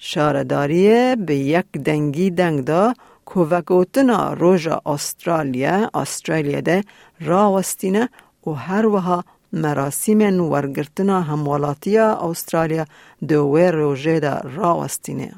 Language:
Kurdish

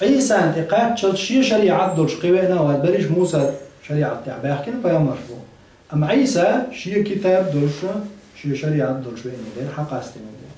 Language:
Chechen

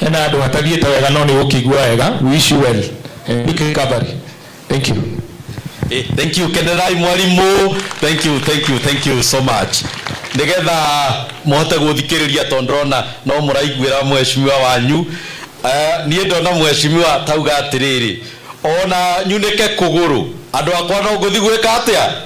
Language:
Kikuyu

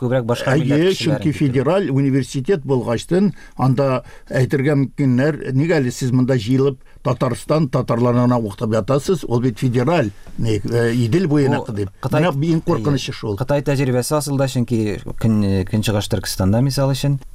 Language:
Tatar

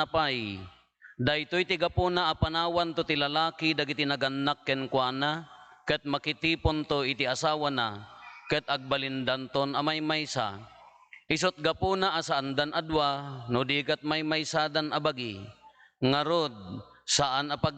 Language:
Iloko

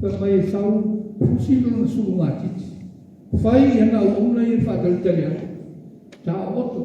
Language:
Samoan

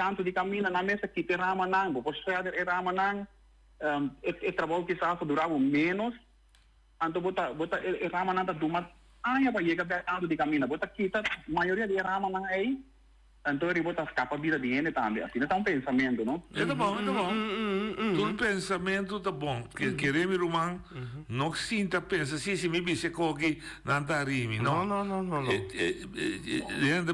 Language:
Papiamento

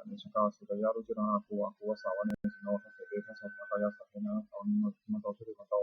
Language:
Pali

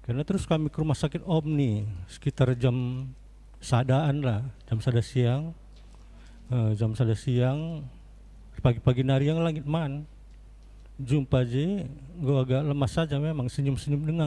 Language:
Batak Karo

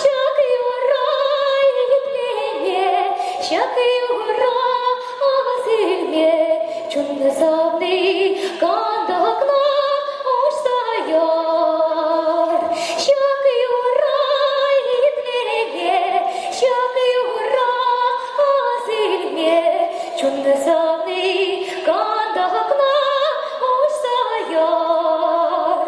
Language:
Chuvash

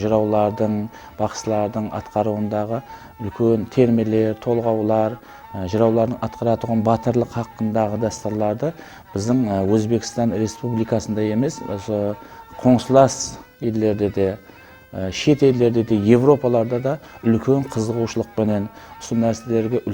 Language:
Kara-Kalpak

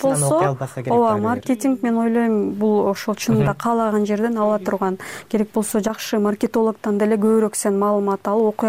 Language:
Kyrgyz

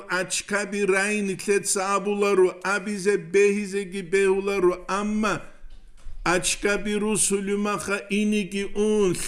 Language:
Avaric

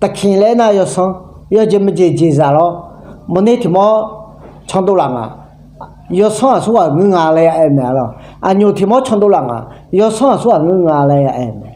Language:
Akha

